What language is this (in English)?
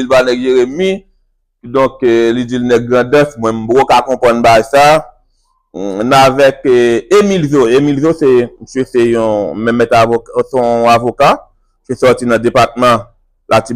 Haitian Creole